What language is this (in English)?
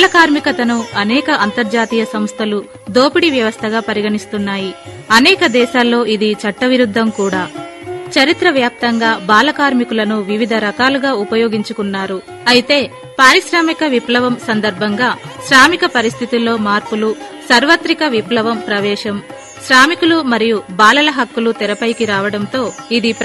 Telugu